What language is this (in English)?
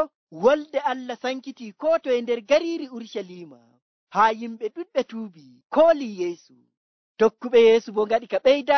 Nigerian Fulfulde